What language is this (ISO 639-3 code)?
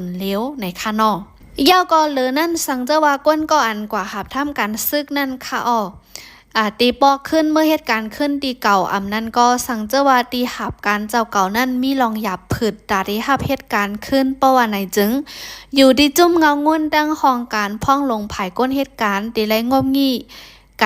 shn